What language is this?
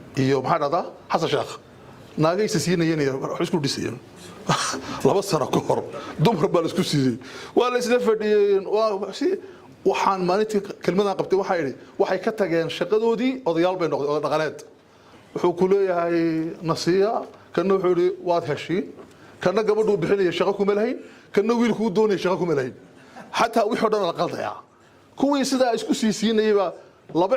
Somali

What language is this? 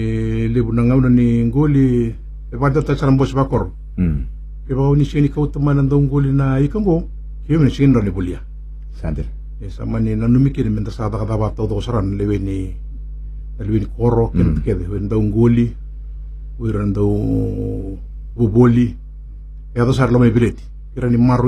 Fijian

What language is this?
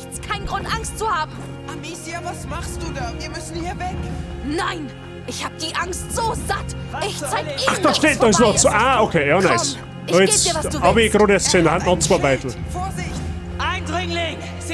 Bavarian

